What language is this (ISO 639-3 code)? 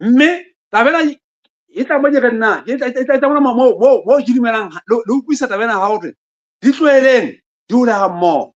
sot